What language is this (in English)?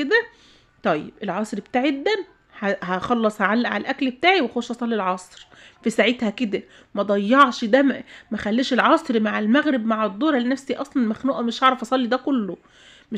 Egyptian Arabic